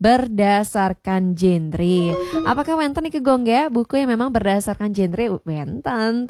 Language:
Balinese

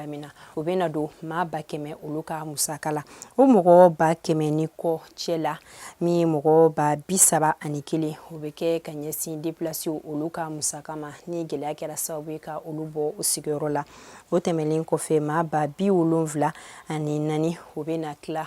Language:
Bambara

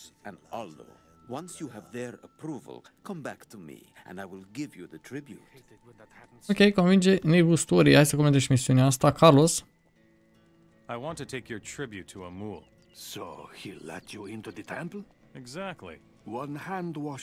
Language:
Romanian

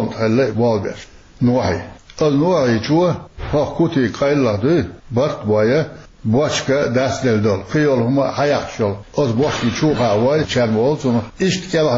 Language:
Chechen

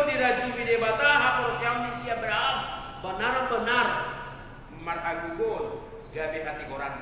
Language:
Batak Toba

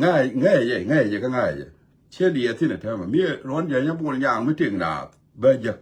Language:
Nuer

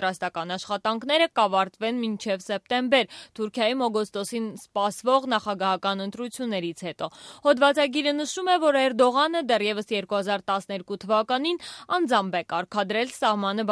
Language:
Armenian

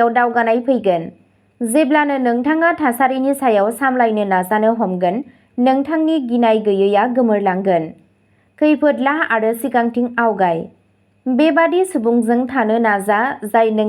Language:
Bodo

